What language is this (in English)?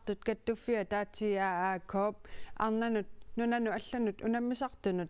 Kalaallisut